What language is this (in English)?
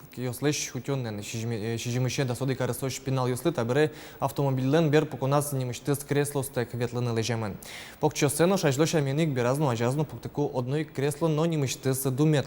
Udmurt